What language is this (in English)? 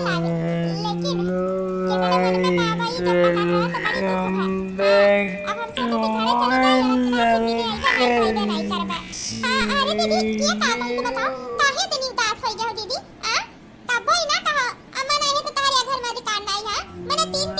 Awadhi